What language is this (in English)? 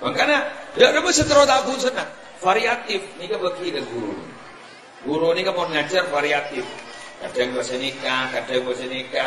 Madurese